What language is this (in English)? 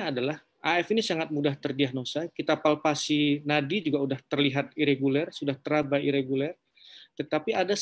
Indonesian